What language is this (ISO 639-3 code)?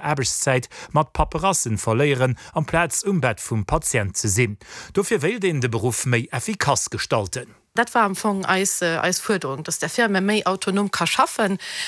ltz